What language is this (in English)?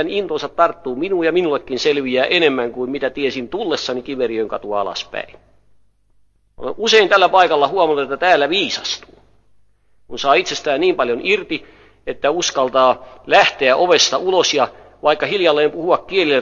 Finnish